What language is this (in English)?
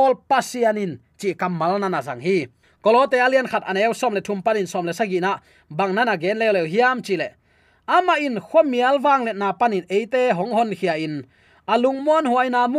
Tedim Chin